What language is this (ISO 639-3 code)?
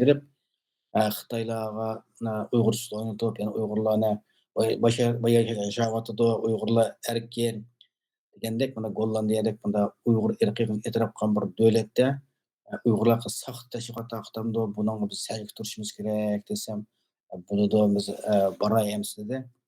uig